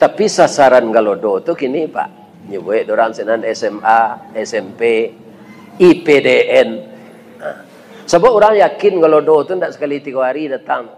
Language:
Minangkabau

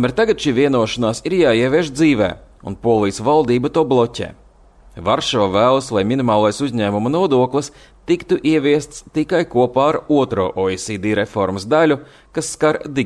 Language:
Latvian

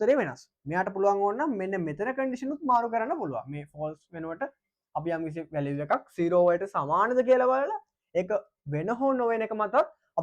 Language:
Sinhala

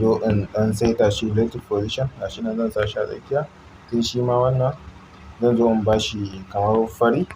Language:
Hausa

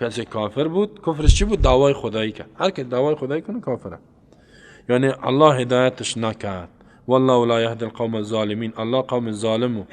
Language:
Persian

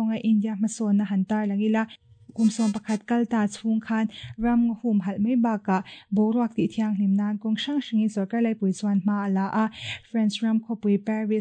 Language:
Mizo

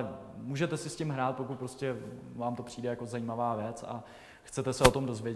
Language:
Czech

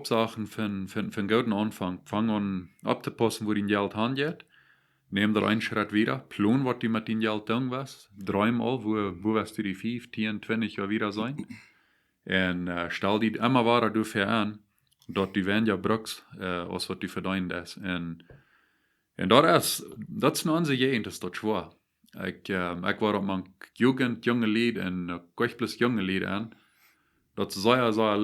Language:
Plautdietsch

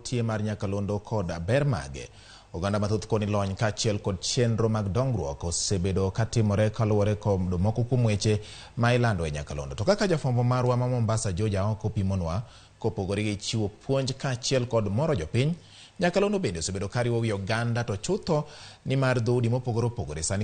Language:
Luo (Kenya and Tanzania)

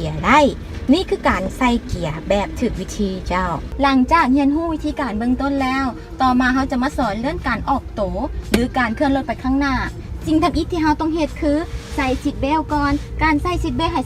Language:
Lao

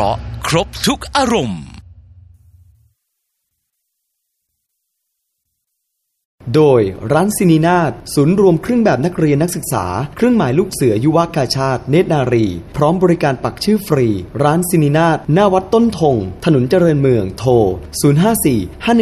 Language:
Thai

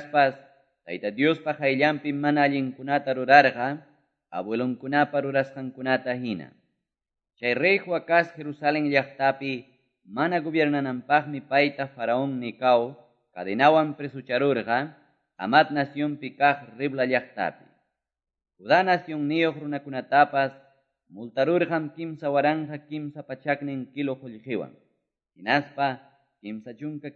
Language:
Quechua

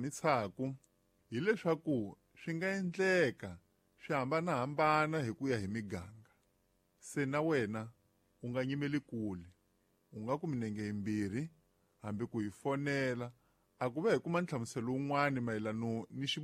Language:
Tsonga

